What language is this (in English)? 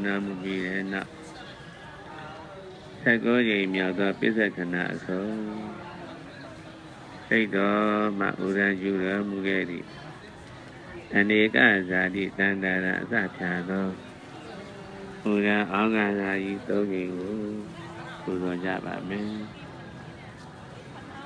Burmese